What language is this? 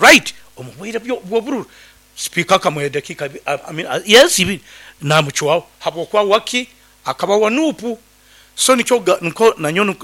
Nyoro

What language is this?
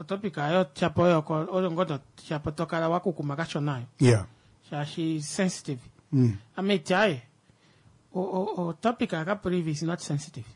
Kuanyama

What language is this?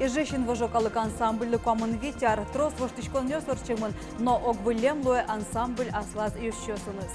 Udmurt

